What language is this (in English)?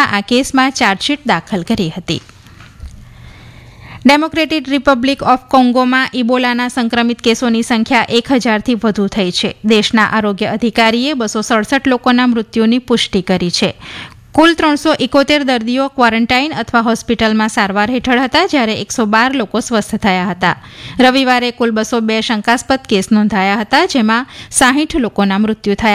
Gujarati